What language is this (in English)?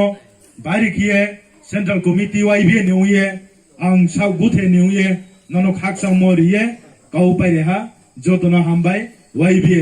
Riang (India)